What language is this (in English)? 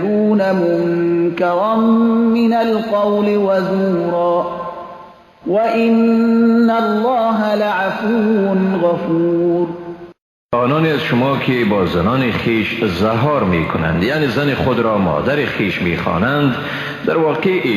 Persian